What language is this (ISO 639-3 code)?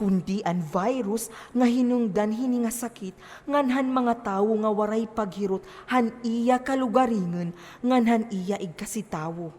war